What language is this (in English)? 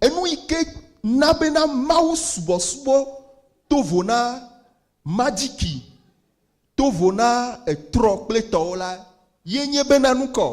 Ewe